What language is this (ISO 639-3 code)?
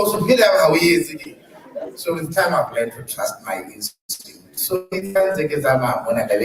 sot